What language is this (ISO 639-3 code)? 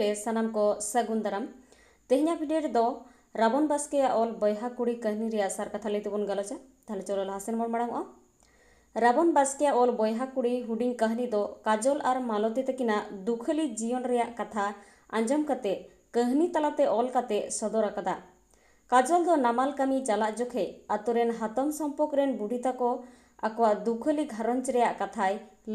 sat